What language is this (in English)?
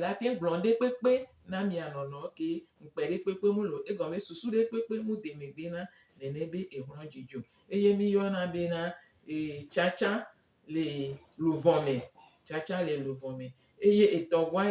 Gen